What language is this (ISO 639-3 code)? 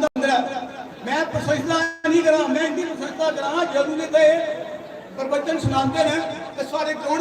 doi